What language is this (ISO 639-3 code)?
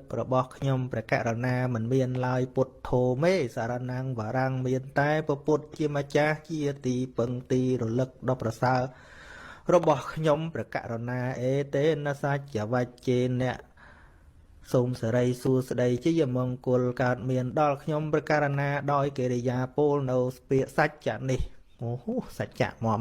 khm